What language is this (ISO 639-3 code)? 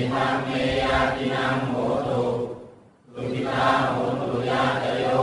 pli